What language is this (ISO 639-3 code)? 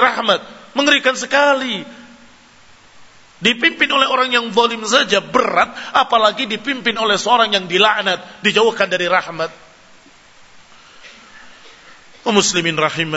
ind